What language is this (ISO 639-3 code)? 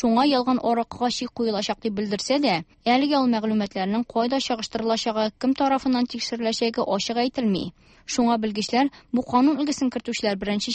tat